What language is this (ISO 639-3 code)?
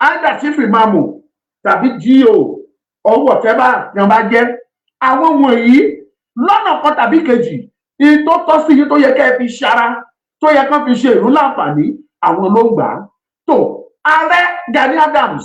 yor